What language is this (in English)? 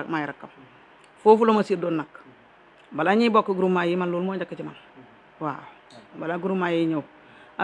Wolof